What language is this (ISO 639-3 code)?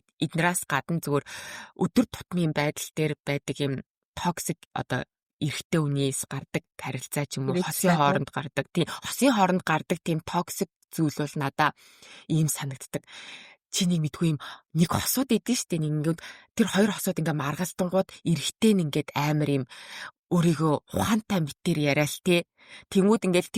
mon